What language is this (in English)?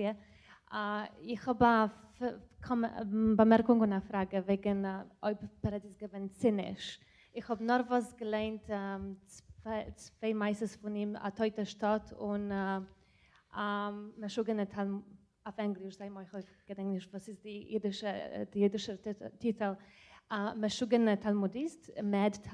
Yiddish